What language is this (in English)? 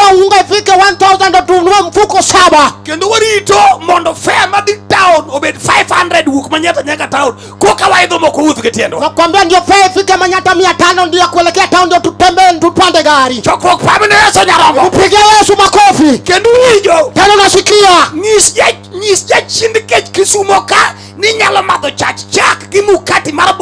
Luo (Kenya and Tanzania)